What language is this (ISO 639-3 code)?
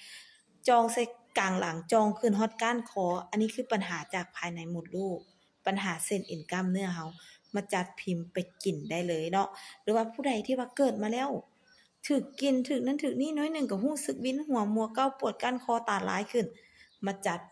lao